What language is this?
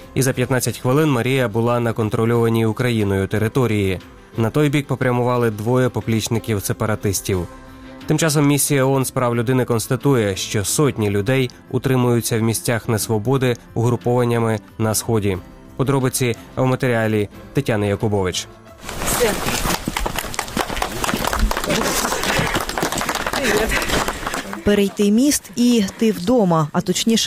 Ukrainian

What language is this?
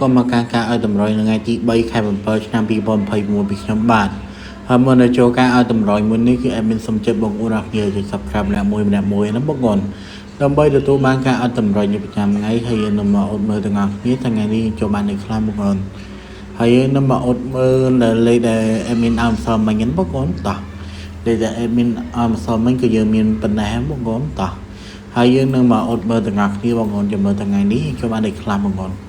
Khmer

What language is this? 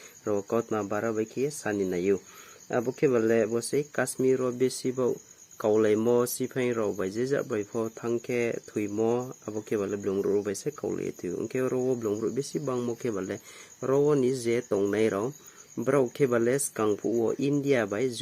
Riang (India)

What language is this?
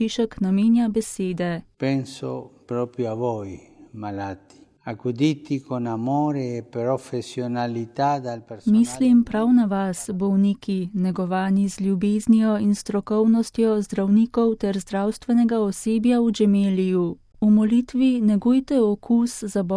Slovenian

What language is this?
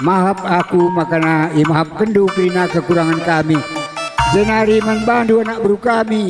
Batak Karo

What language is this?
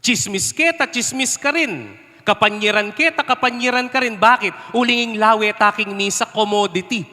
Pampanga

